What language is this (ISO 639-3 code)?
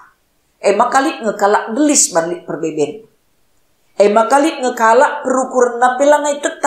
btx